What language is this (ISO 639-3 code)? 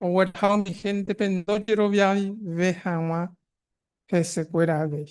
grn